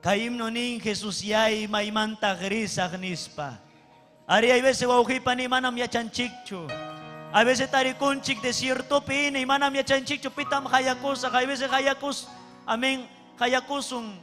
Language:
Ayacucho Quechua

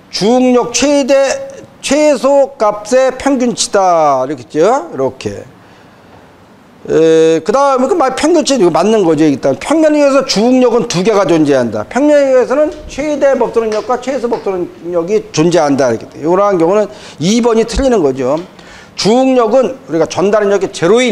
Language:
Korean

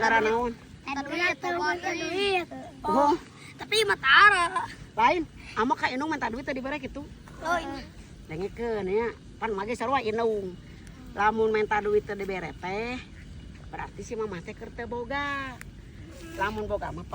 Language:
Sundanese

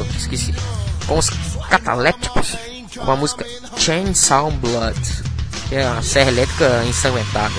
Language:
Portuguese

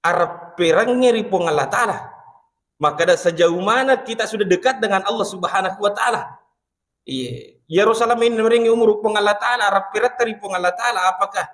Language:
Buginese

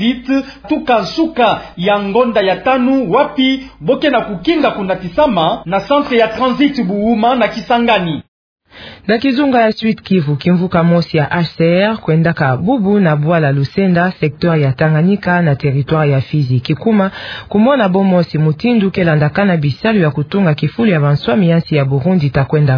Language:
Kituba (Democratic Republic of Congo)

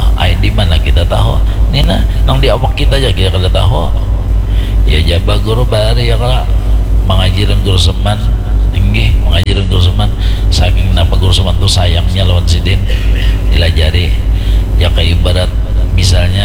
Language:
Banjar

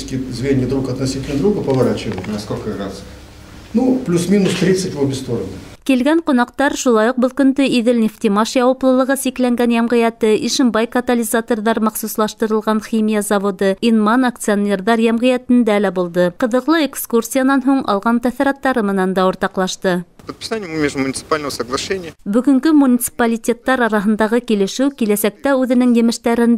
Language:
Bashkir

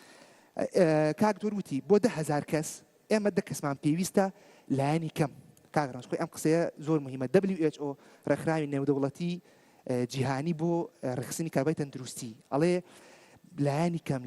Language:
Central Kurdish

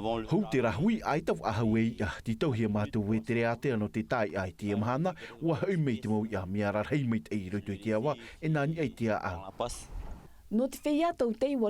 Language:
Tahitian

